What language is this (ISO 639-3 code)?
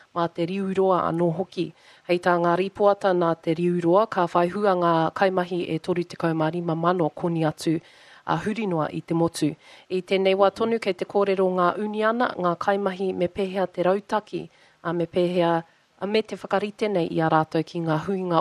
mri